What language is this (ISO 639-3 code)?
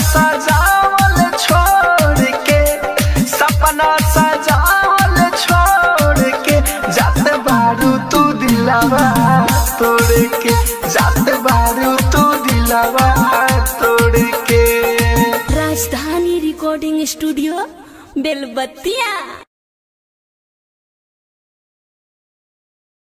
bho